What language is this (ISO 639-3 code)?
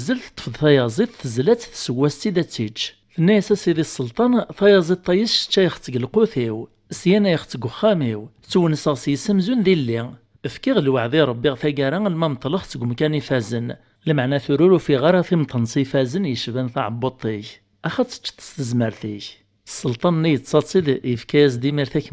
kab